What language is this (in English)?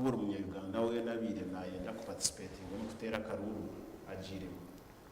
Nyankole